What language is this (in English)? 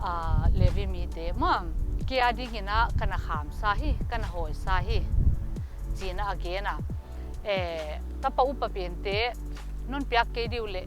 Paite Chin